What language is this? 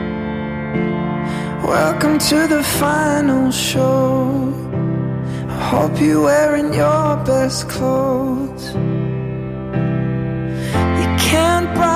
English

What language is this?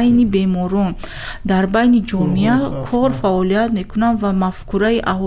Tajik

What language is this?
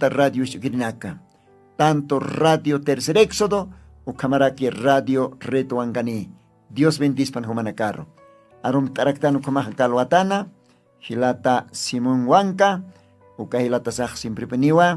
Aymara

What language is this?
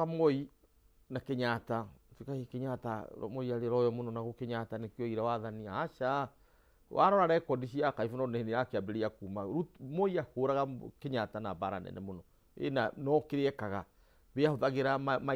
Kikuyu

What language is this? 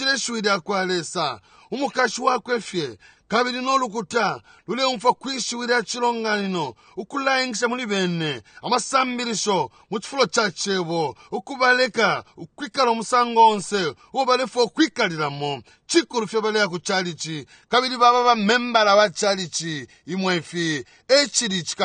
Bemba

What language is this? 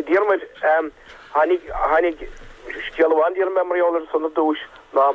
Irish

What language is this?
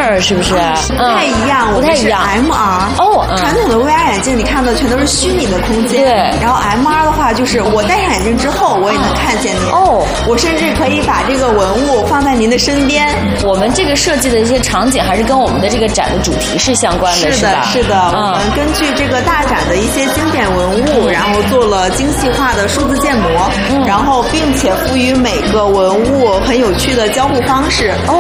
Chinese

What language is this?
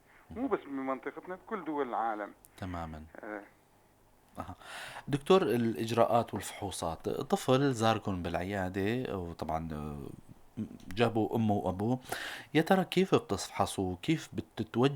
North Levantine Arabic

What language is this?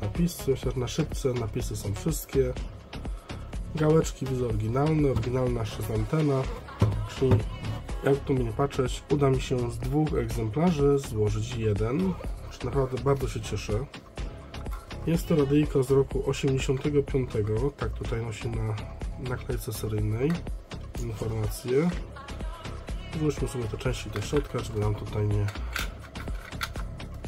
Polish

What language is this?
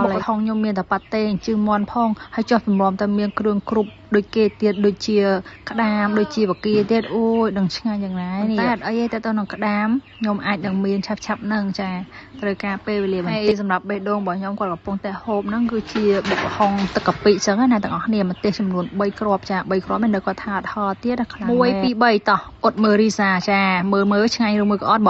Khmer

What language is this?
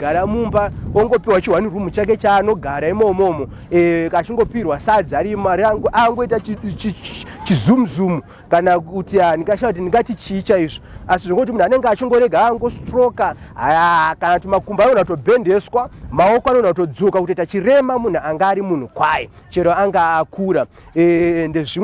Shona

